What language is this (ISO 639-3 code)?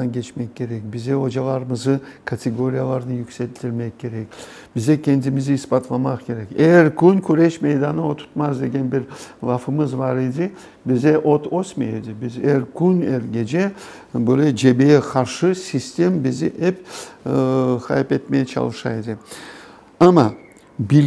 crh